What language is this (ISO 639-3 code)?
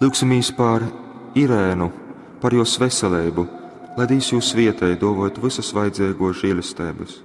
ltg